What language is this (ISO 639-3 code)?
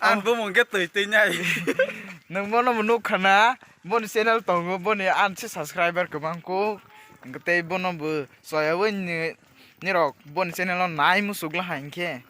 trp